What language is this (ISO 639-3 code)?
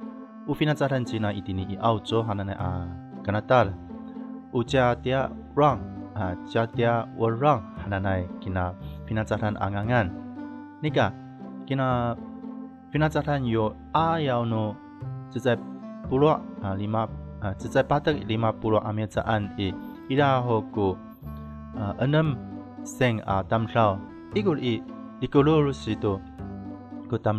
ami